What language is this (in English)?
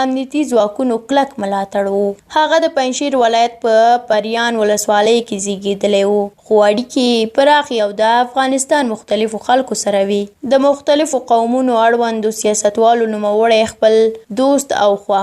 Pashto